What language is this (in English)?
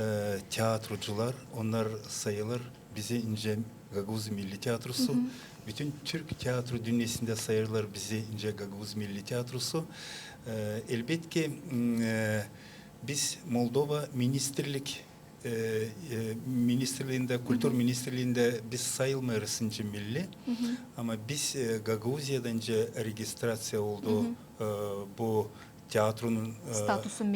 Gagauz